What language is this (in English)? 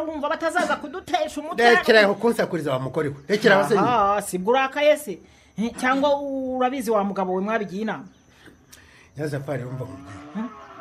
Kinyarwanda